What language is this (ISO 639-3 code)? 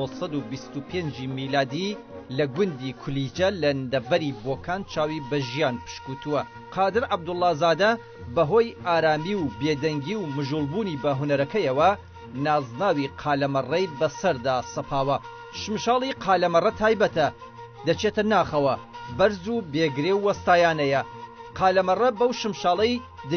ckb